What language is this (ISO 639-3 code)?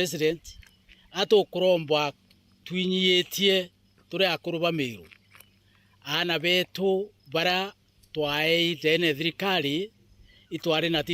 mer